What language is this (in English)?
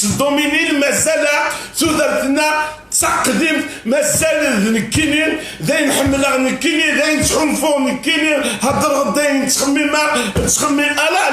Kabyle